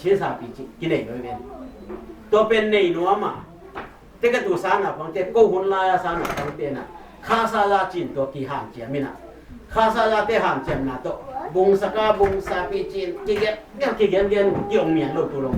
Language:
Tedim Chin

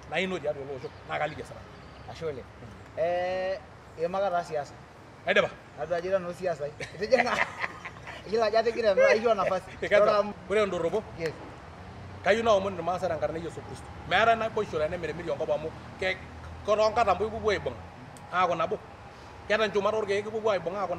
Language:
Masai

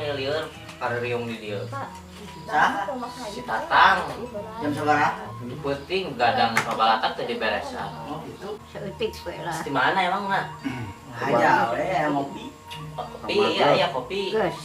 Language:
Sundanese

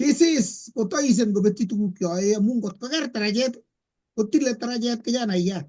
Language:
Kalenjin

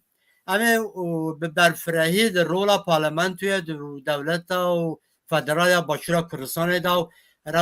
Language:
Kurdish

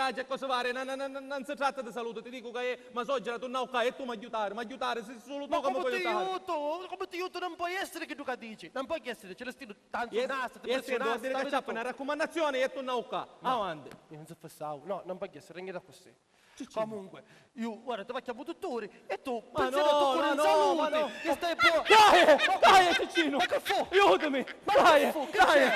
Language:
Sicilian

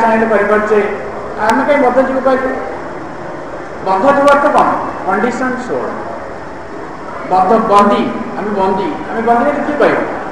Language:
Odia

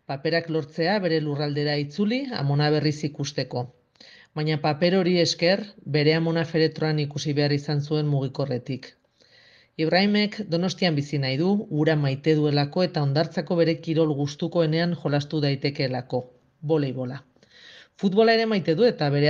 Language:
Basque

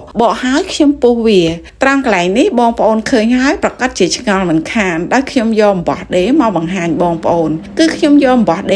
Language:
Khmer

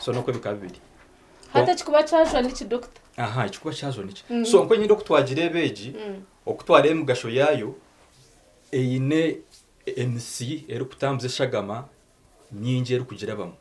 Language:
Nyankole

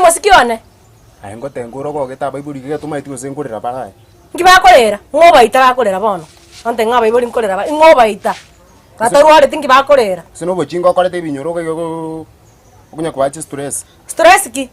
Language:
Gusii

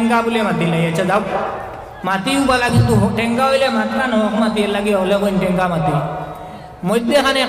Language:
Sylheti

